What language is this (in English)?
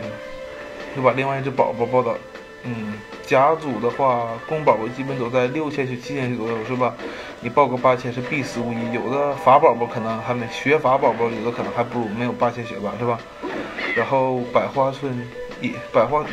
Chinese